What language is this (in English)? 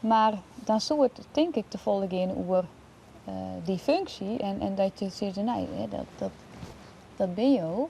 Western Frisian